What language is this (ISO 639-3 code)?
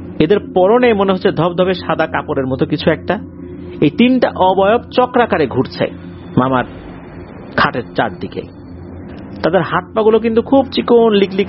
ben